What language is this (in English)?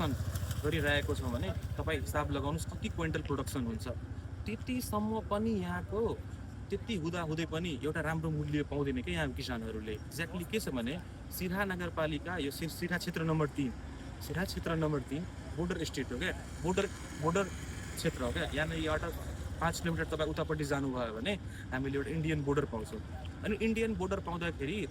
Nepali